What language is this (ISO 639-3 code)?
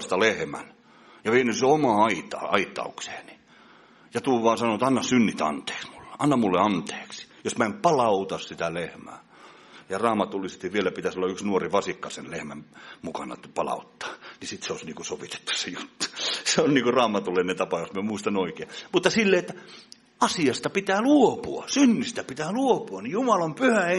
fin